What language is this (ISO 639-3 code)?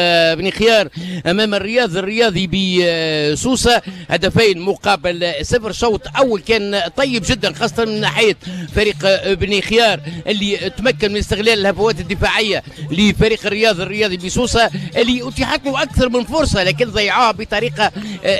aeb